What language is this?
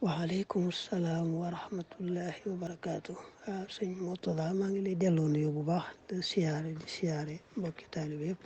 Wolof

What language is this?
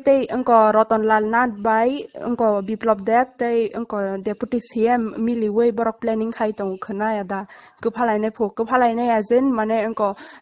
Kok Borok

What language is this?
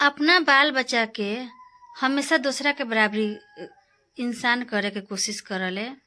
Bhojpuri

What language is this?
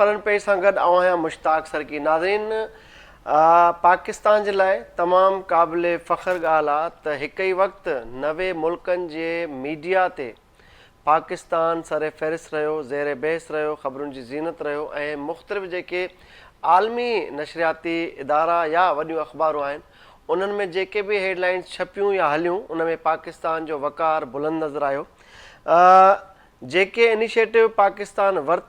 Sindhi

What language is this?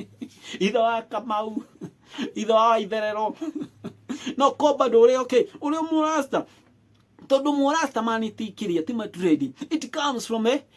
Kikuyu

